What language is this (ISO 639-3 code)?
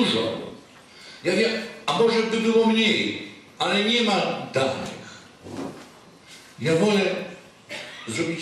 pol